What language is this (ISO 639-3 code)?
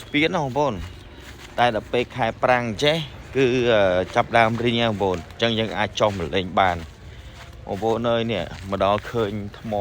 khm